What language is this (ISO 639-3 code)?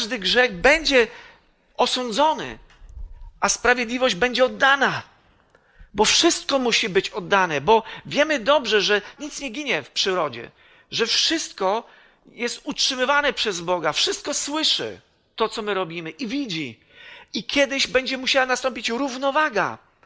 pol